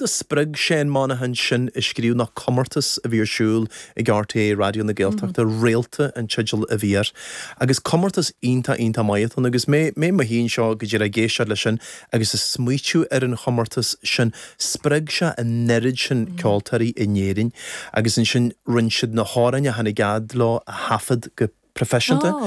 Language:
Irish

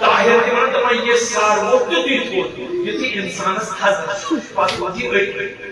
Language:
Kashmiri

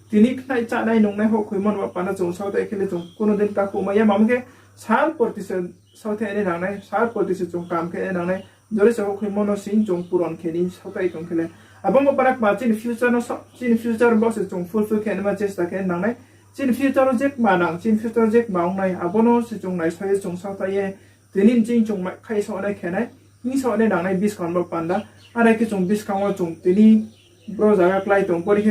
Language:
Riang (India)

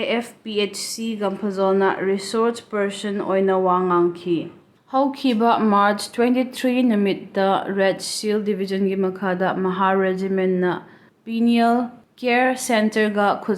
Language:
Manipuri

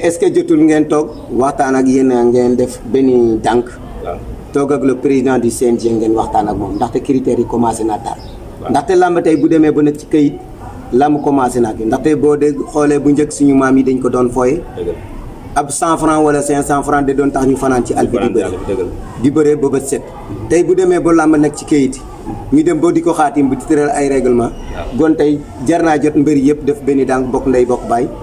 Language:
Wolof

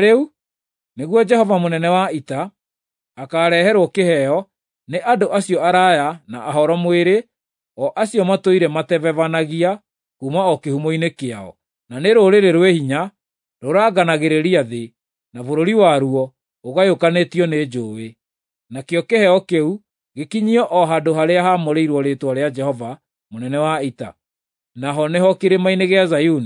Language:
Kikuyu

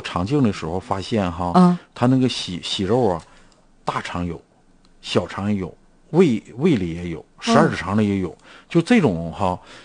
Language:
Chinese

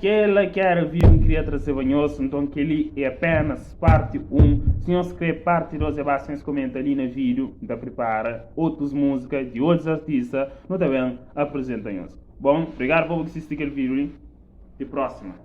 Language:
Kabuverdianu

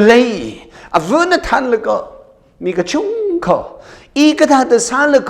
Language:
Tangkhul Naga (India)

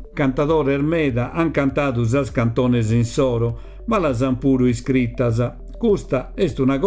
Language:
Sardinian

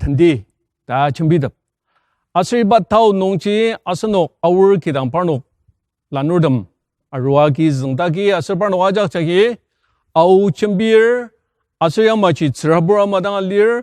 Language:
Ao Naga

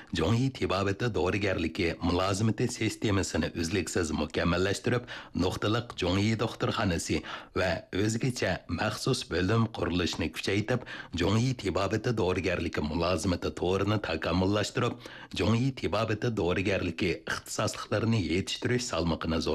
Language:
Uyghur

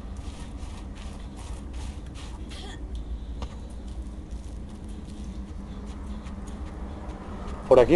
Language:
Spanish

